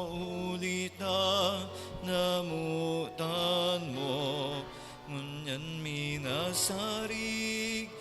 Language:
Bikol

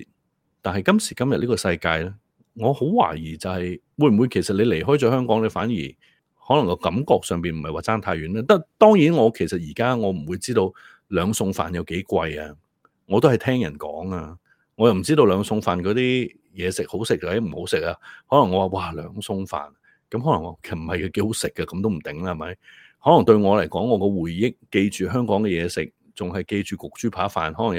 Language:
Cantonese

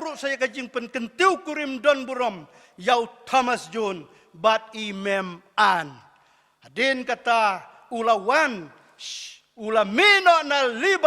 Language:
Khasi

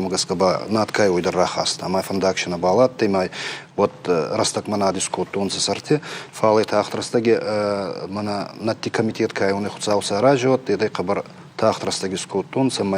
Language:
Ossetic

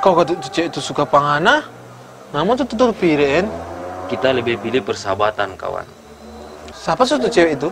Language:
Manado Malay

